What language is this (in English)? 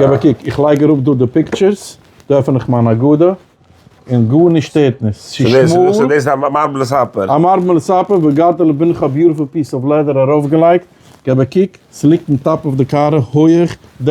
Yiddish